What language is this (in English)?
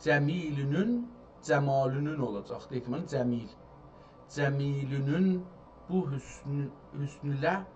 South Azerbaijani